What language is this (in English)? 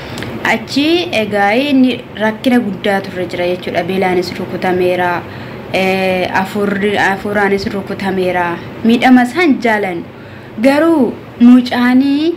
Oromo